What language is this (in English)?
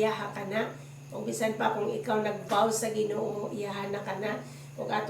Cebuano